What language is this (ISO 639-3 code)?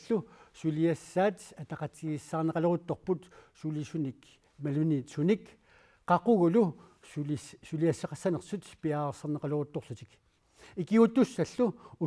kal